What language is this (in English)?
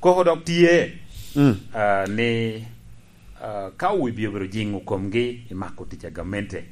Lango (Uganda)